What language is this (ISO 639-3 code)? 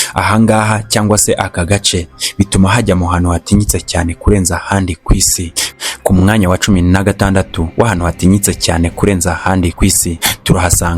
kin